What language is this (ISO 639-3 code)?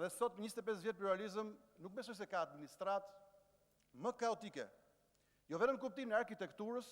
sqi